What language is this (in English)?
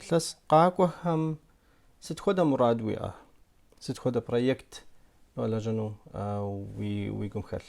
Kabardian